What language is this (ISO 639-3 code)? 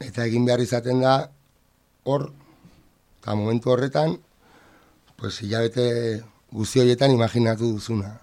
eus